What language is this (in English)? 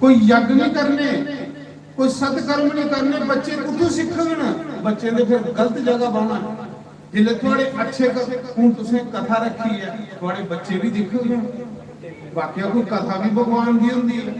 Dogri